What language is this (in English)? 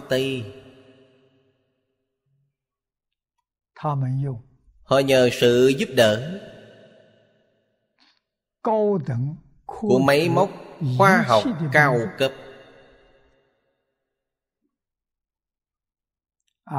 Vietnamese